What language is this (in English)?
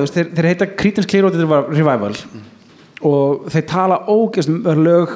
Icelandic